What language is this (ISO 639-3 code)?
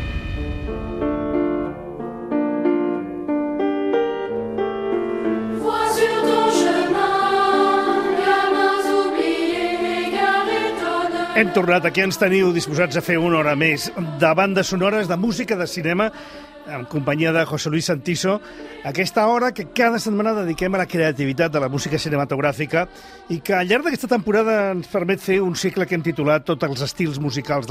cat